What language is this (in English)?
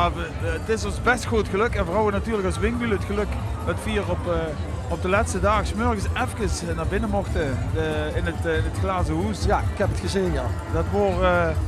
Limburgish